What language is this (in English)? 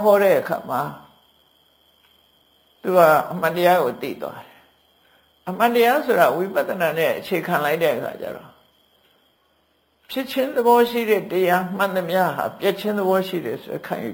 Burmese